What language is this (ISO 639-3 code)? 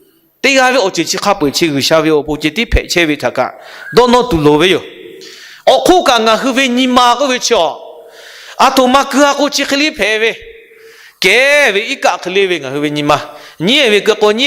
lhu